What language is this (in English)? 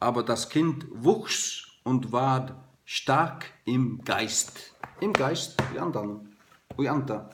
Faroese